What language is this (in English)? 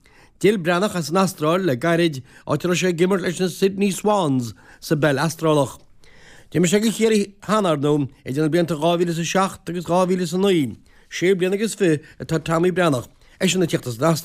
Irish